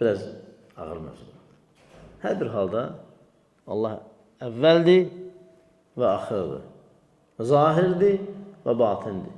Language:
Azerbaijani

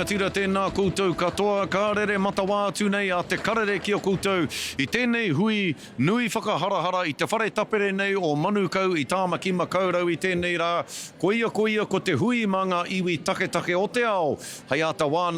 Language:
Māori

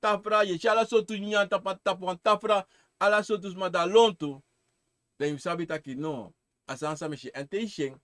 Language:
Sranan Tongo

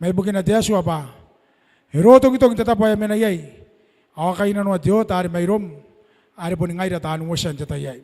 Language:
Gilbertese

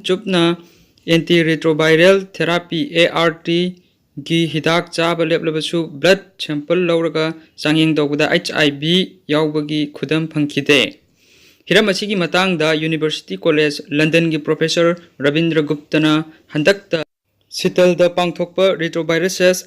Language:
Manipuri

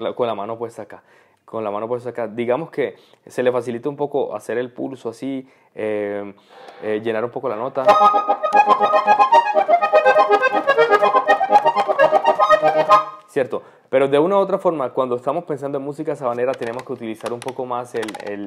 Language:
Spanish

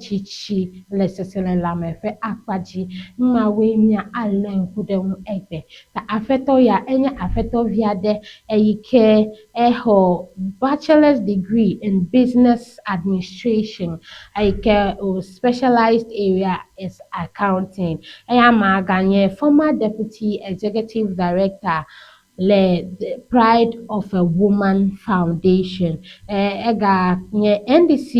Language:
Ewe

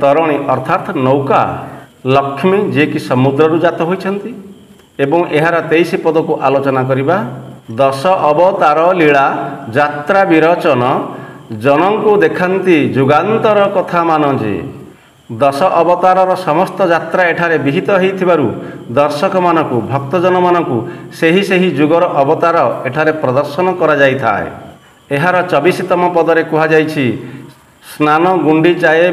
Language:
Odia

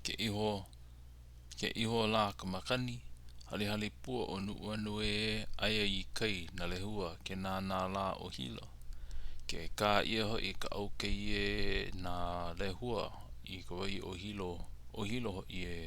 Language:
Hawaiian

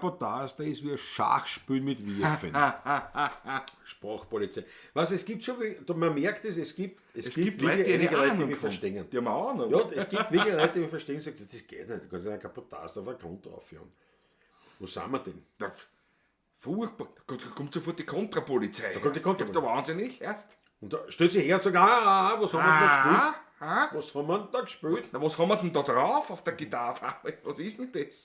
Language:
Bavarian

